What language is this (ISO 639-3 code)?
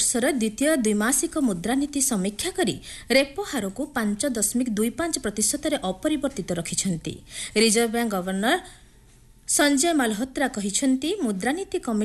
ori